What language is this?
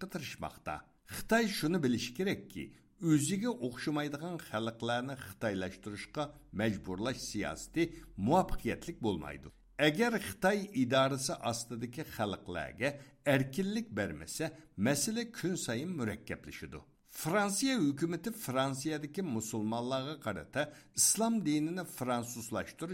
Uyghur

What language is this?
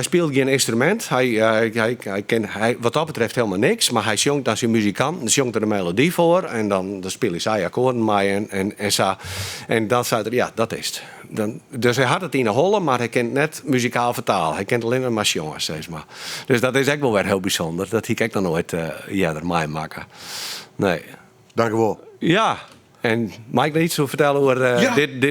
Western Frisian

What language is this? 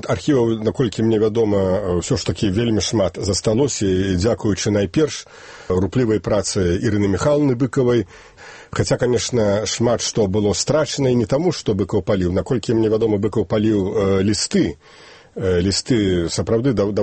Belarusian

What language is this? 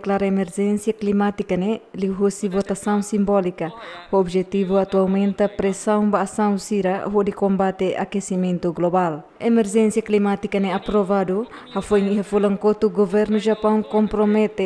Tetum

